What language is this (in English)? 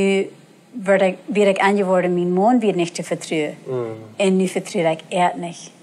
Plautdietsch